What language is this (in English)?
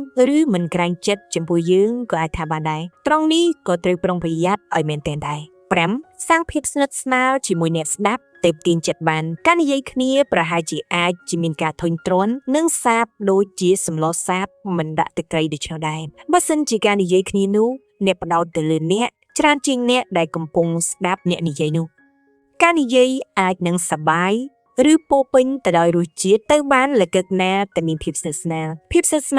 Khmer